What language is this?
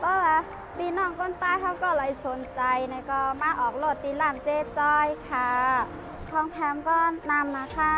Shan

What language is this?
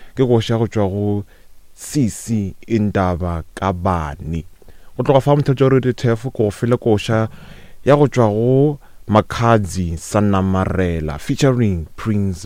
Northern Sotho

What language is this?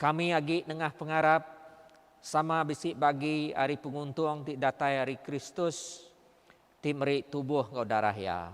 Iban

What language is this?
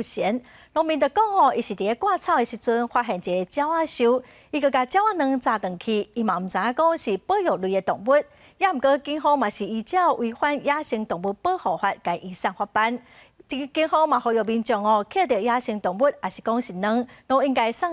Min Nan Chinese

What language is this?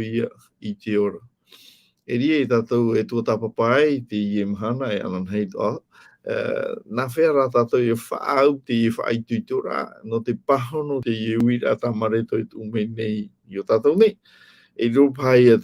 Tahitian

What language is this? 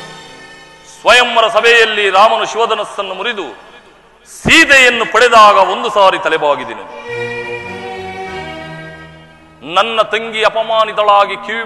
Kannada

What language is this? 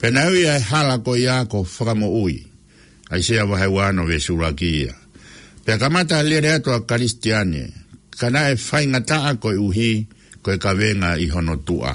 Tongan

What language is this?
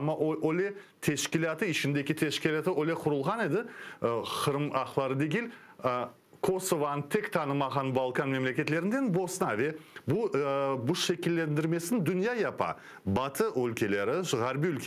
Crimean Tatar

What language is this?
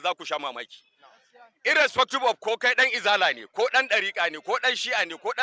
Hausa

